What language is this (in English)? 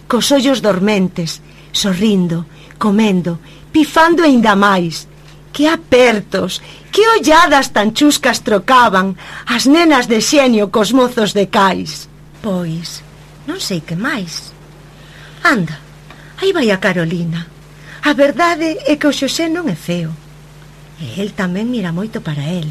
Galician